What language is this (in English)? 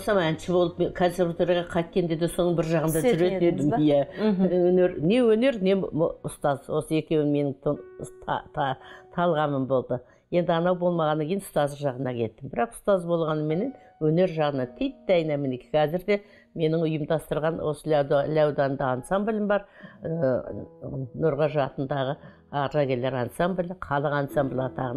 Kazakh